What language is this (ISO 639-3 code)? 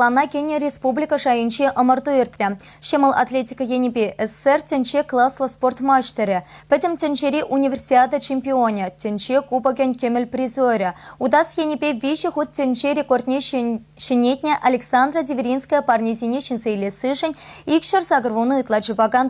chv